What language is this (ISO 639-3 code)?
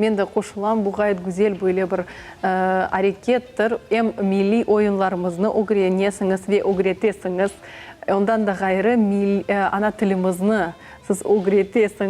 crh